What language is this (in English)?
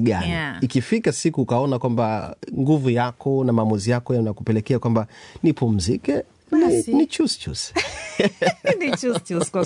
Swahili